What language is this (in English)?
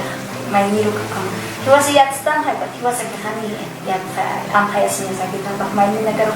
Aymara